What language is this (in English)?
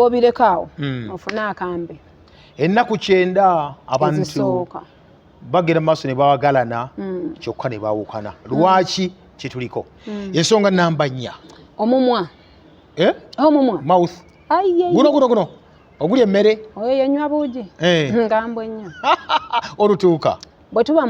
Ganda